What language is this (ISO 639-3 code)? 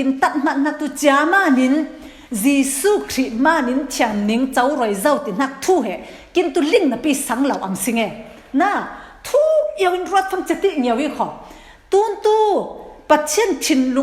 cfm